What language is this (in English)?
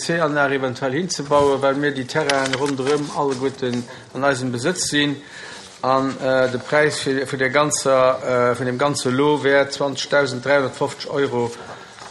Luxembourgish